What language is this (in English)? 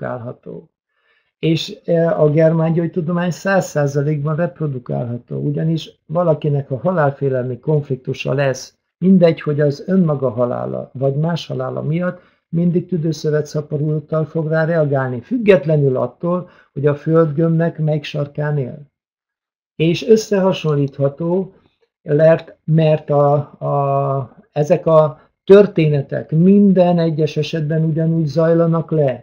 Hungarian